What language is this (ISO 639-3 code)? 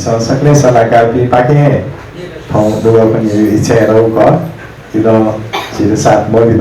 new